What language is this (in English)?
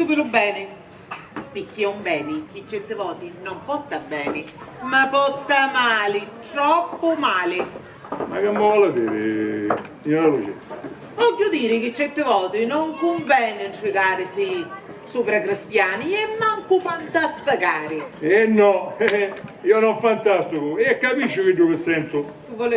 Sicilian